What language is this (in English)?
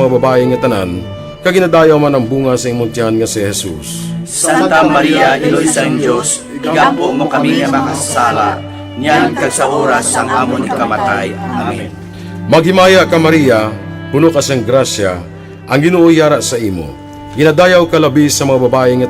Hiligaynon